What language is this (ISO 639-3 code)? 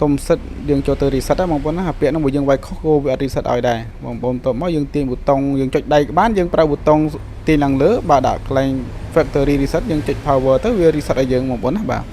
khm